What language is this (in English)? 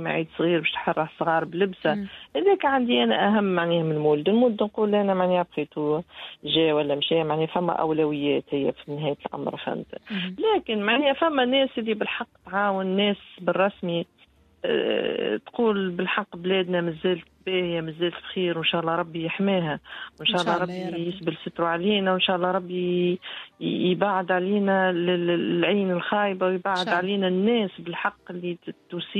Tunisian Arabic